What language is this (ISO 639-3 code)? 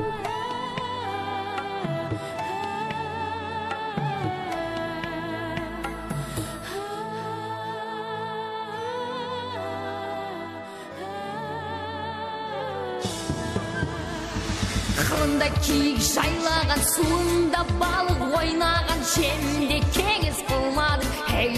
kaz